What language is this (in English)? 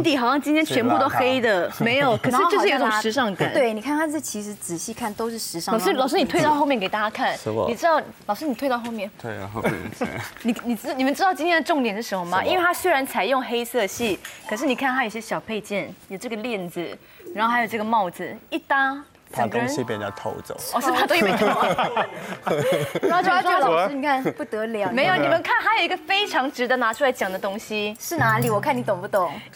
Chinese